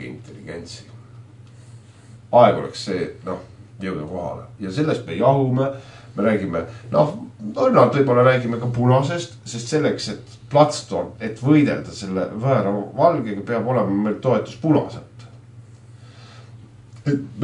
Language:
Estonian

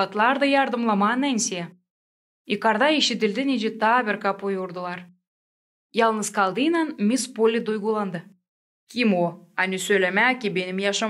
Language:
Gagauz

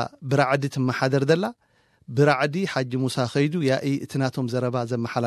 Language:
Tigrinya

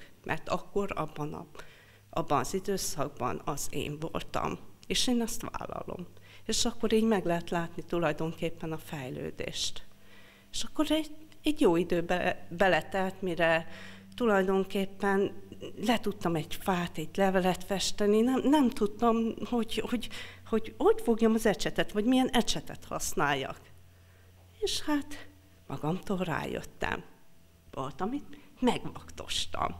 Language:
Hungarian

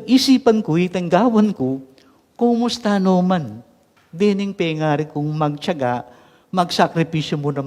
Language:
Pampanga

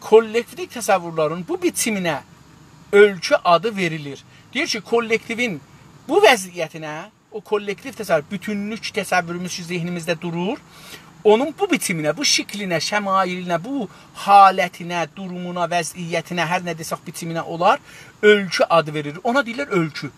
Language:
South Azerbaijani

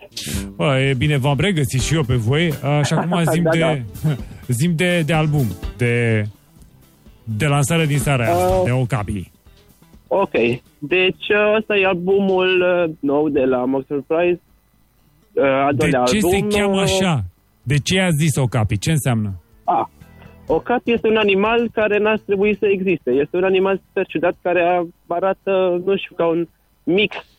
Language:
Romanian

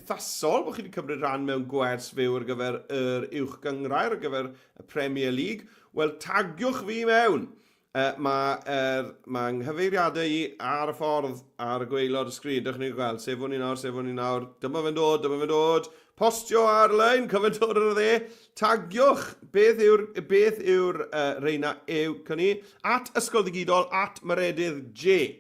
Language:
Welsh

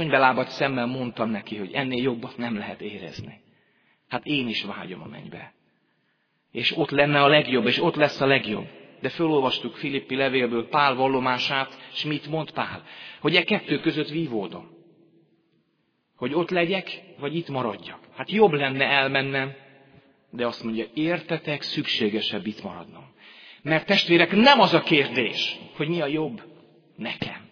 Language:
Hungarian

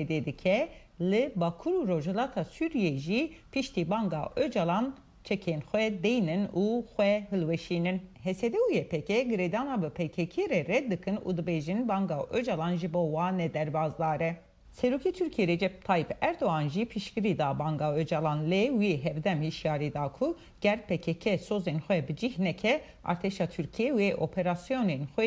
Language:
Kurdish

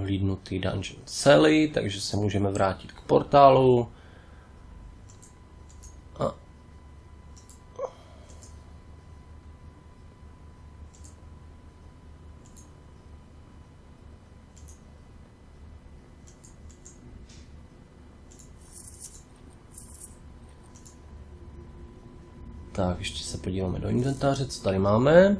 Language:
Czech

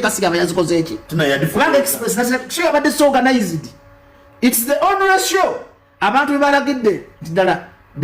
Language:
Ganda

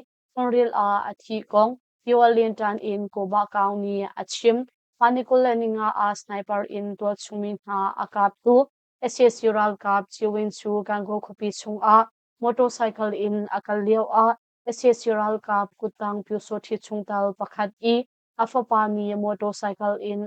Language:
Hakha Chin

